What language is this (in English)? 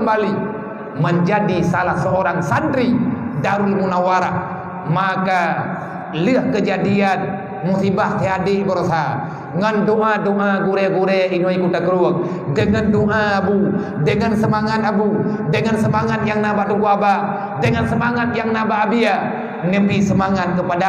Achinese